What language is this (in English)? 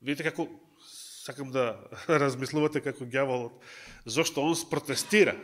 Macedonian